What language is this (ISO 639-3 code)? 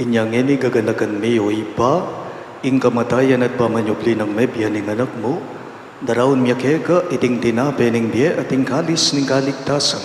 pam